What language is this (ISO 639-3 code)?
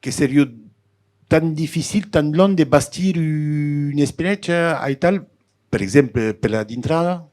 oci